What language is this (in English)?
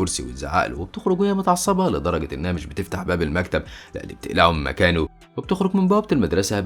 Egyptian Arabic